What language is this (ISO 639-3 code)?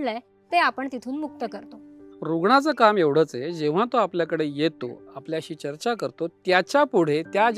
mar